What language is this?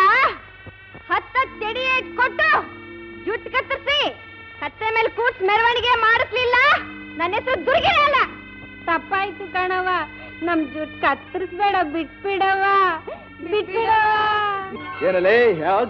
Kannada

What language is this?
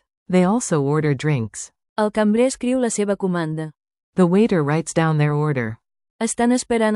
Catalan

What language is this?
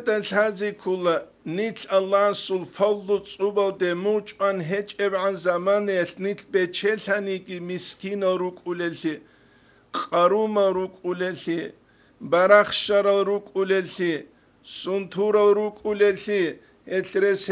Avaric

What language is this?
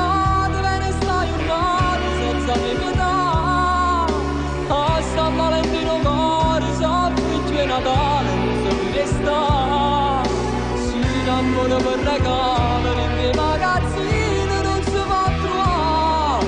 Neapolitan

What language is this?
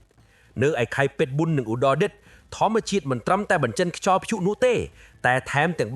Khmer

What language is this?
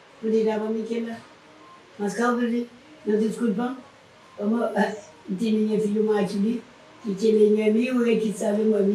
Kabuverdianu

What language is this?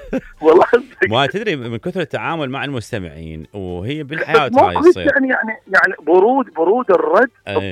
Mesopotamian Arabic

